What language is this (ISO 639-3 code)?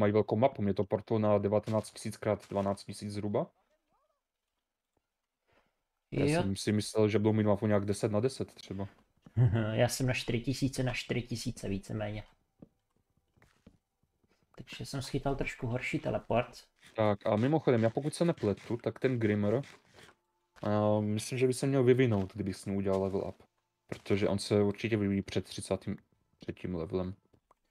ces